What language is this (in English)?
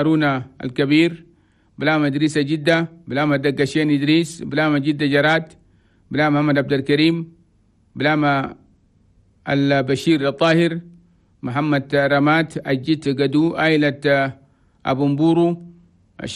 Chadian Arabic